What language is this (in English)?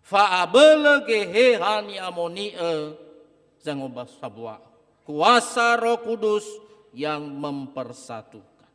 Nias